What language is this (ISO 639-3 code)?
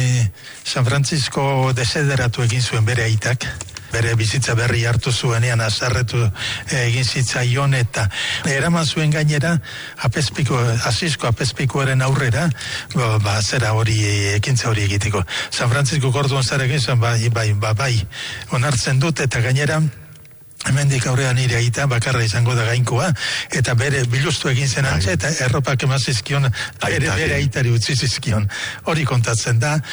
eus